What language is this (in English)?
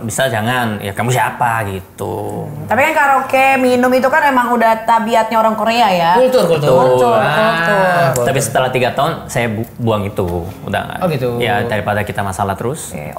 Indonesian